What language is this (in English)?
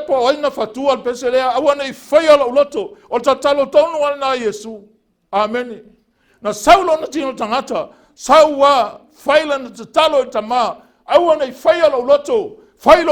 Samoan